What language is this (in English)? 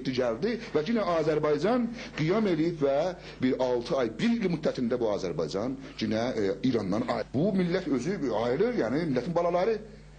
South Azerbaijani